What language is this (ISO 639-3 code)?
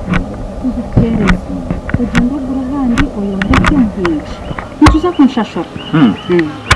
nyn